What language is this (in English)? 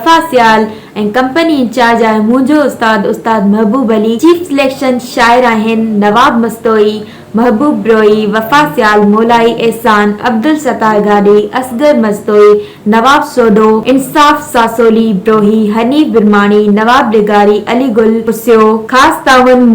Sindhi